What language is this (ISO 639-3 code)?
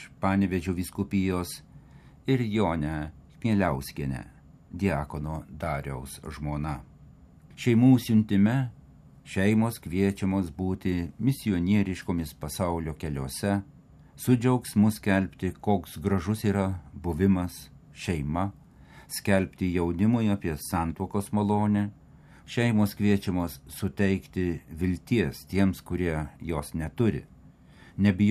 lit